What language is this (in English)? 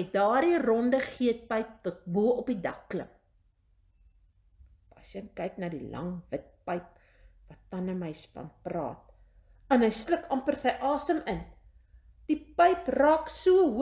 Afrikaans